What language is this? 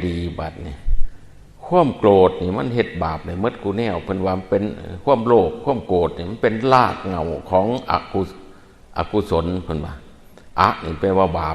Northeastern Thai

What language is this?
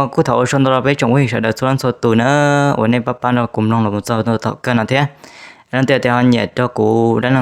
Hmong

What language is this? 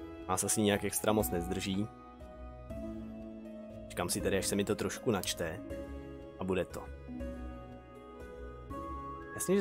Czech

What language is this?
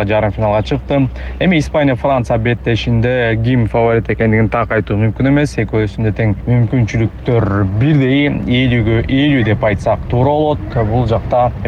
Kyrgyz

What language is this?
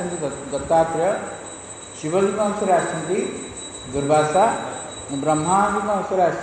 Odia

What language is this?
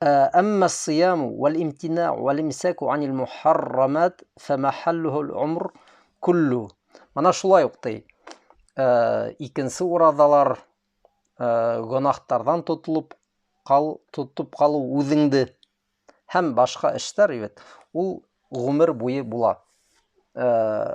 Bashkir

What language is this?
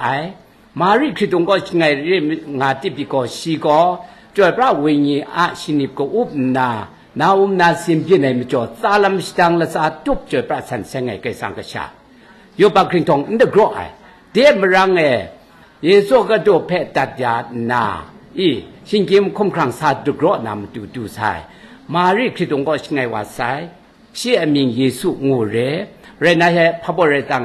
Kachin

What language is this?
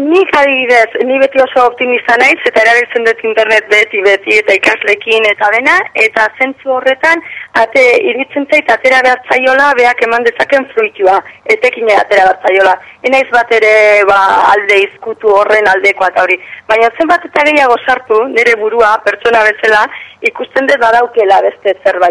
Basque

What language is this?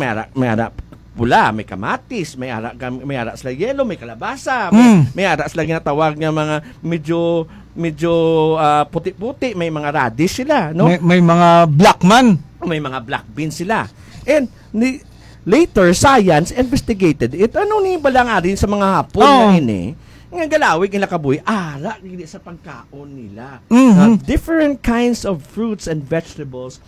Hiligaynon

